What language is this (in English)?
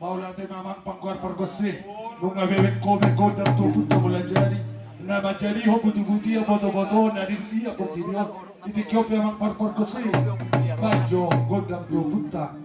Batak Toba